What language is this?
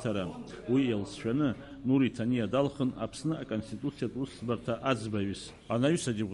Abkhazian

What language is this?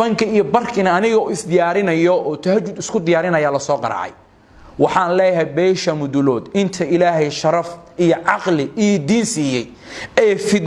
Somali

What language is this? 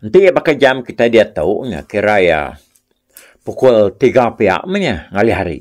Iban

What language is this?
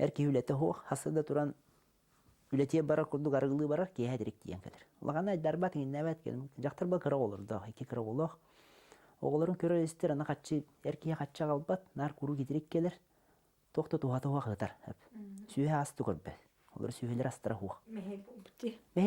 Yakut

